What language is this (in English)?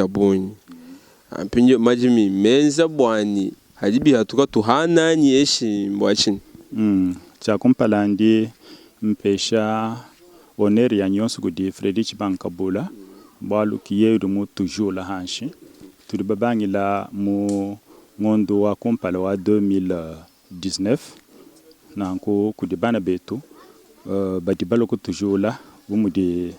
Luba-Lulua